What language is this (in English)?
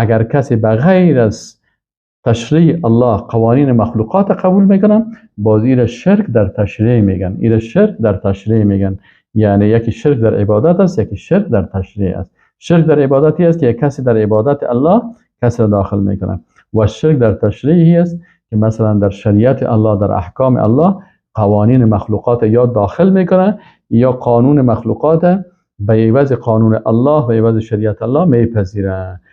Persian